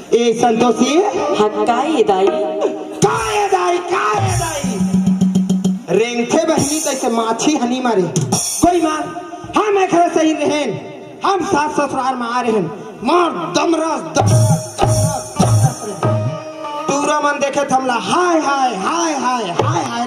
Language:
Chhattisgarhi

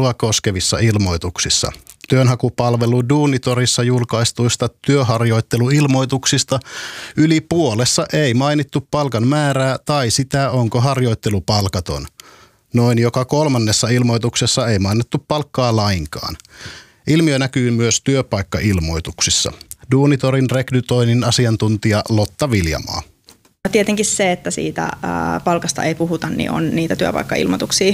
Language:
Finnish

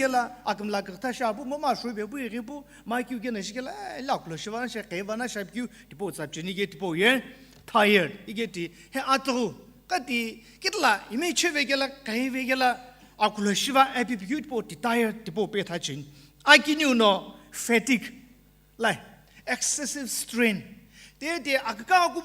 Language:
Sumi Naga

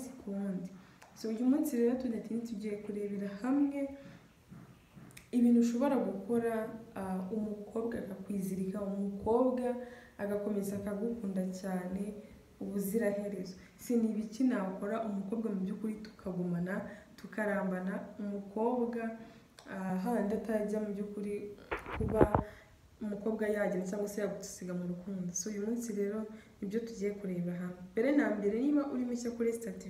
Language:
Kinyarwanda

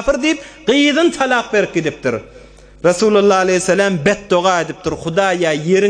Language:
Turkmen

